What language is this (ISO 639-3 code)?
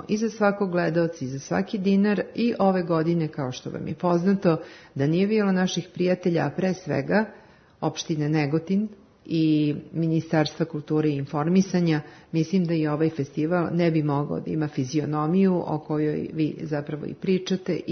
srp